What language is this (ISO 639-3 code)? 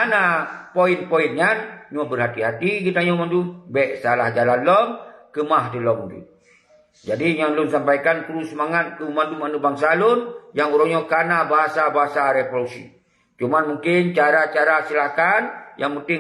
ace